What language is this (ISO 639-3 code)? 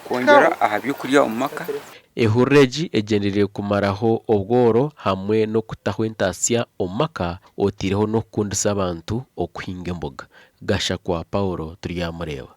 nyn